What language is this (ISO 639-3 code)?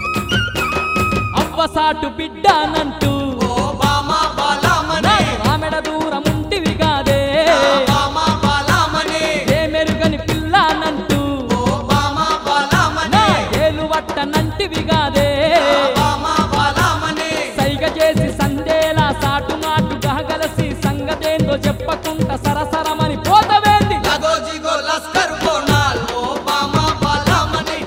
tel